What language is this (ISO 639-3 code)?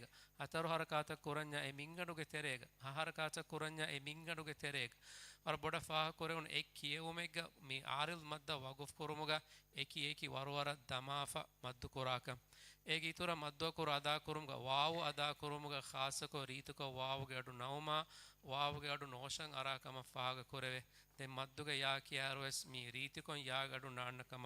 div